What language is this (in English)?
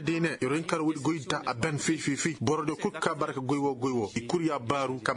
Koyraboro Senni